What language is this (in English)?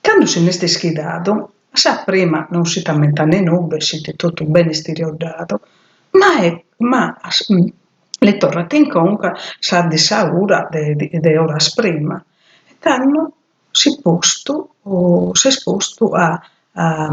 Sardinian